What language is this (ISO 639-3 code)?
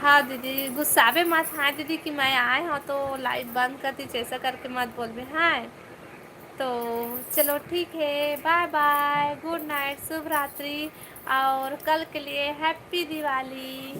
hne